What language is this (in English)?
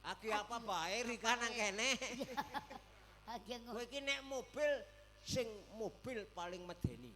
Javanese